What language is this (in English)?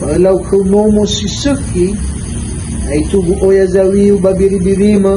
Nias